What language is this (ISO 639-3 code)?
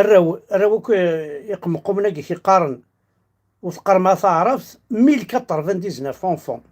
kab